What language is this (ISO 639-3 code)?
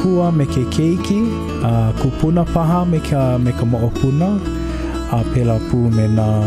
haw